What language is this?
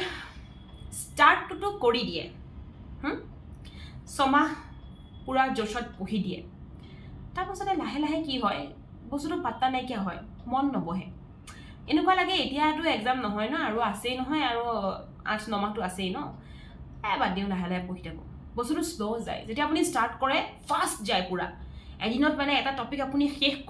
Assamese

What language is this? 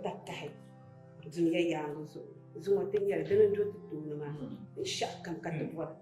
Dagbani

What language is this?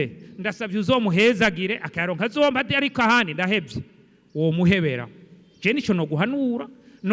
Rundi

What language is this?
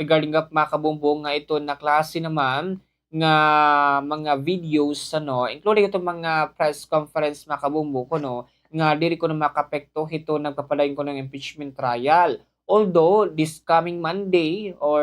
Waray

